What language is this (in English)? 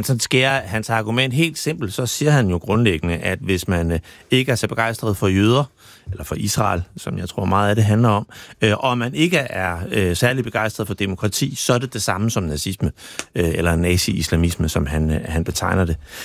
Danish